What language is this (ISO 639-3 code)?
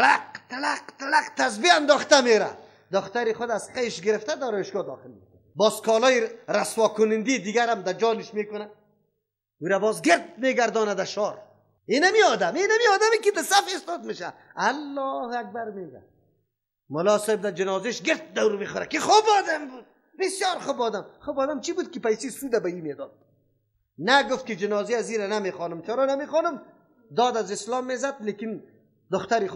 fas